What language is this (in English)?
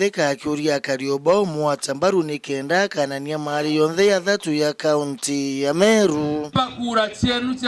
Meru